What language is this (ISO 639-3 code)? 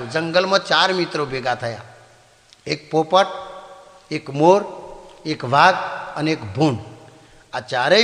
guj